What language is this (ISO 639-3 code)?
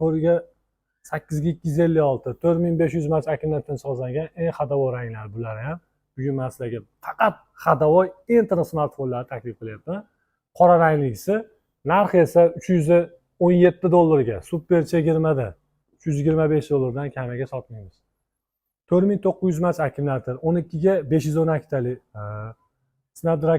uzb